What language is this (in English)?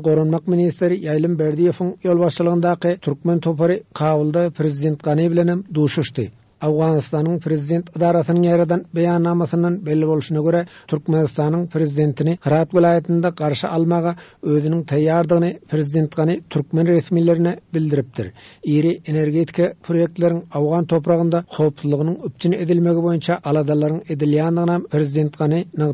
Turkmen